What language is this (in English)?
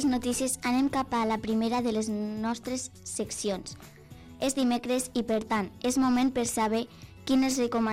Catalan